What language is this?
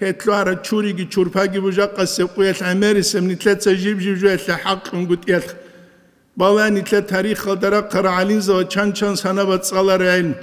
Avaric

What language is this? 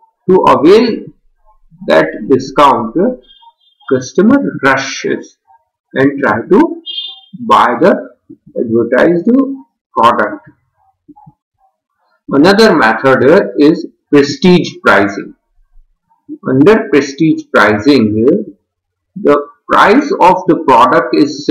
English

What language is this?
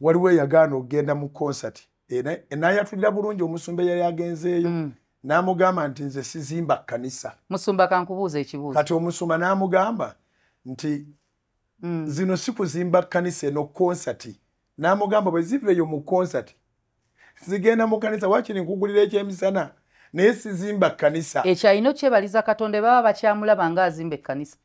Ganda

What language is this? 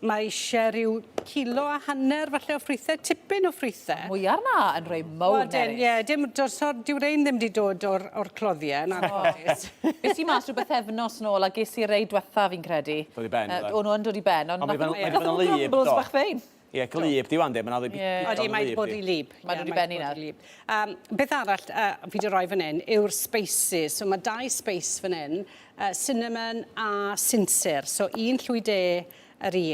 Welsh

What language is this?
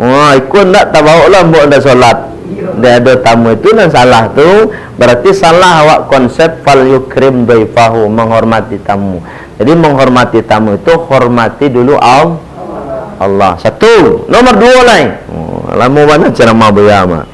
Minangkabau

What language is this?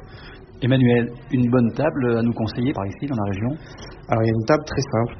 French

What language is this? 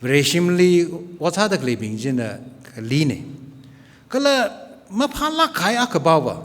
Tangkhul Naga (India)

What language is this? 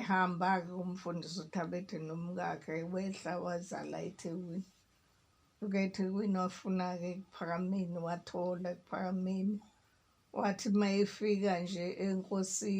Zulu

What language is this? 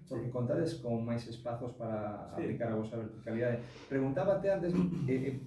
Galician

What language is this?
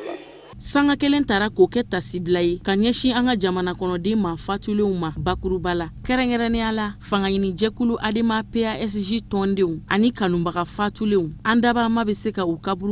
Bambara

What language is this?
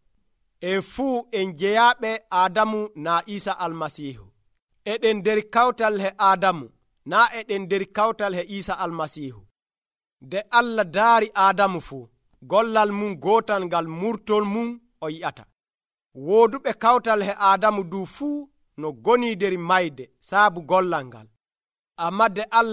Nigerian Fulfulde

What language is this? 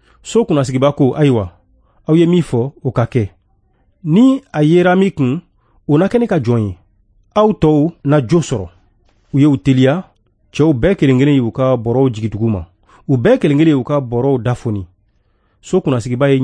Bambara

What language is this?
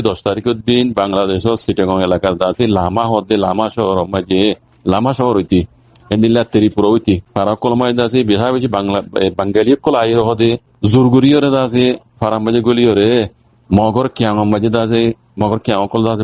Rohingya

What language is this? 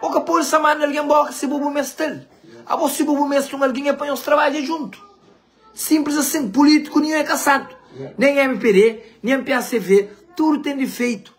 Kabuverdianu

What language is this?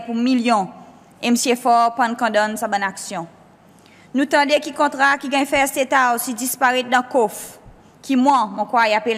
Seselwa Creole French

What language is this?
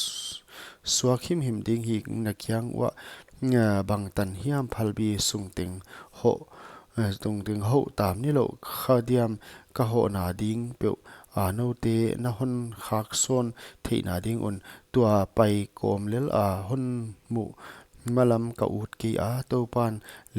Paite Chin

